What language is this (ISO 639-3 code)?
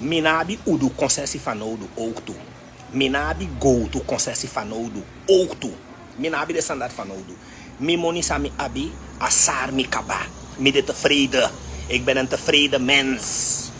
srn